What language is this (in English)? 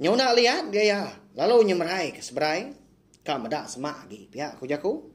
Iban